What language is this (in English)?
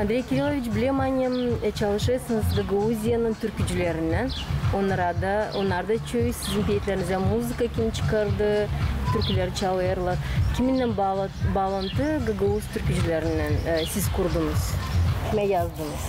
Gagauz